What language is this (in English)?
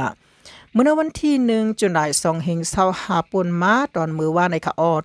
Shan